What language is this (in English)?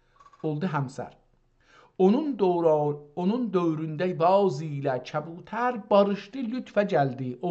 South Azerbaijani